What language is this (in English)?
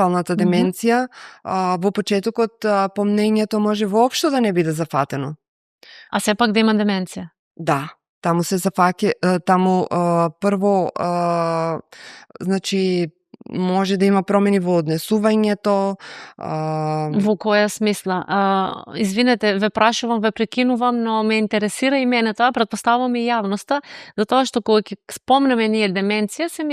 Macedonian